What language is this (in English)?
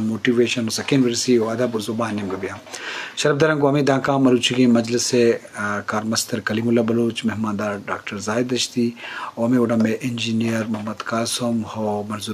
Eastern Balochi